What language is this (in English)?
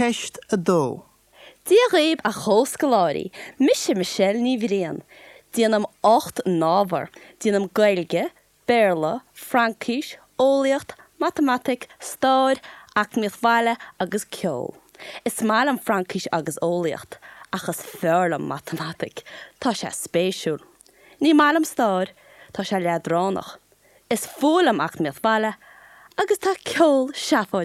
Irish